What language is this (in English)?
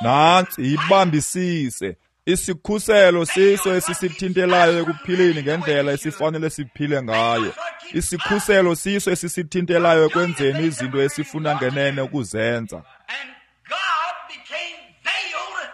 Xhosa